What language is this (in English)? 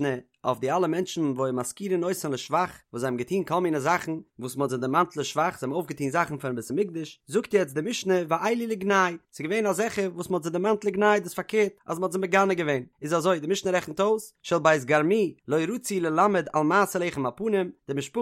Yiddish